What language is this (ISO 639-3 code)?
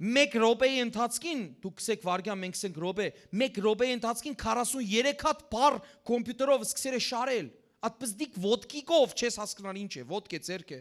hyw